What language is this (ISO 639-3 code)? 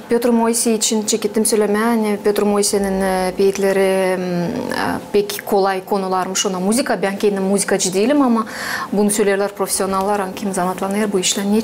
gag